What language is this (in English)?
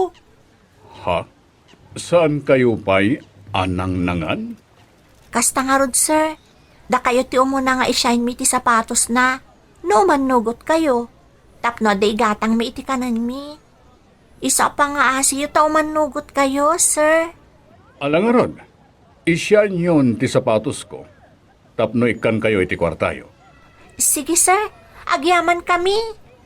Iloko